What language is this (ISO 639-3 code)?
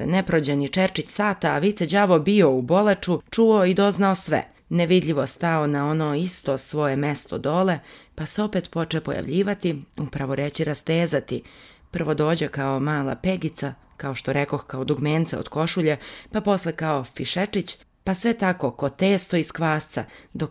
srp